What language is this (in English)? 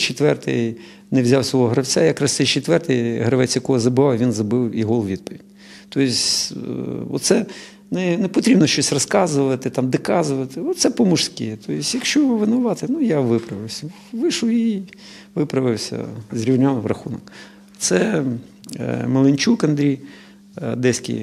Ukrainian